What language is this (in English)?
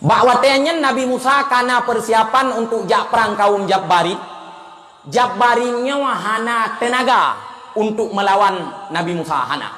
Achinese